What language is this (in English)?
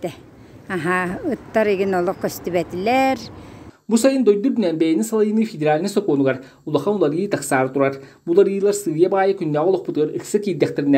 Yakut